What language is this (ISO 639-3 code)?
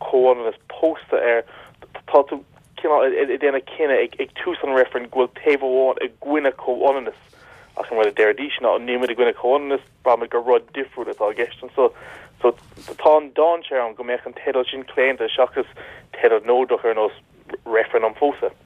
gle